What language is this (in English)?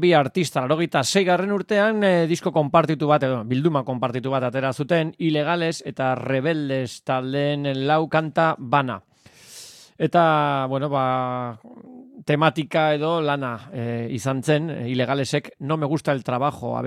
Basque